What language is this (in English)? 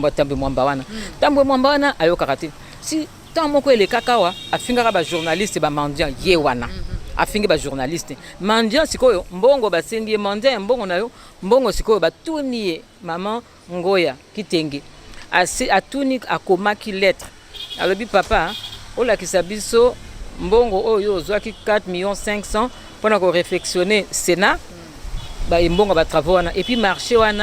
Lingala